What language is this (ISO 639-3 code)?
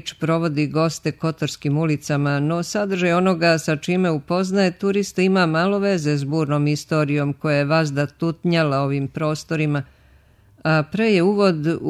srp